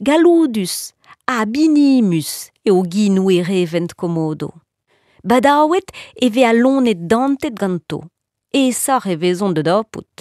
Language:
Breton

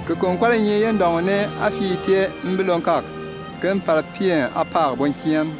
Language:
Bimoba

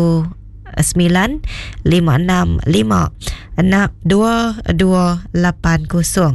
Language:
Iban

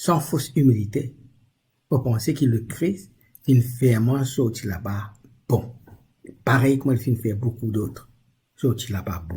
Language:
Morisyen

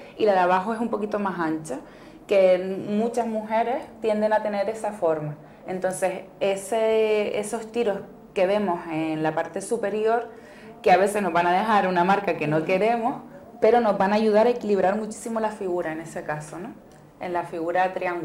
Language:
Spanish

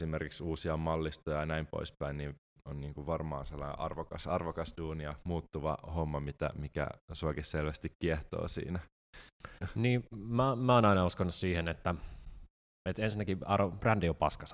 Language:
Finnish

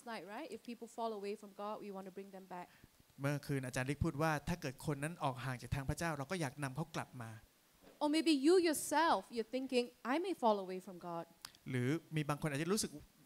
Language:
Thai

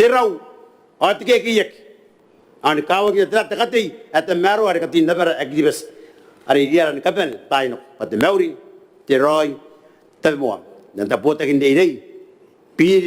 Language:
Gilbertese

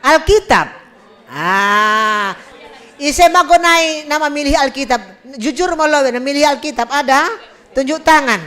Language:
Batak Simalungun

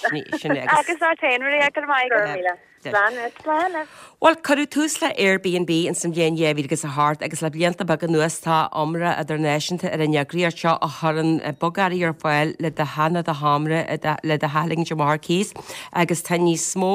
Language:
Irish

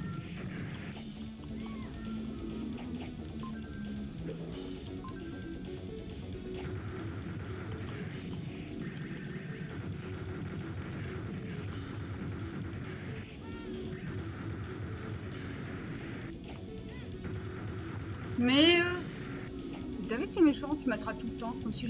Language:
French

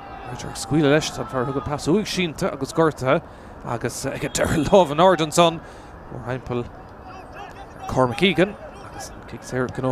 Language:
Irish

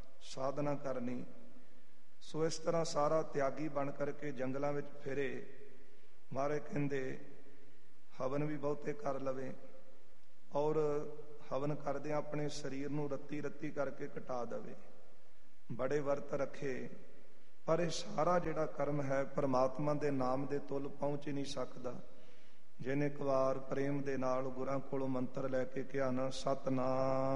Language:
Punjabi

